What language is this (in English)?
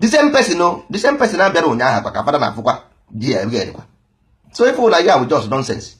Igbo